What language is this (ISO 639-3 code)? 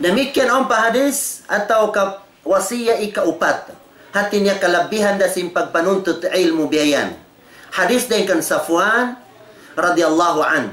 tsg